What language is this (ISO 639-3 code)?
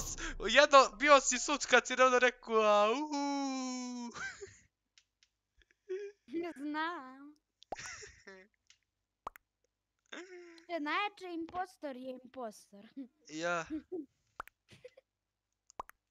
hrv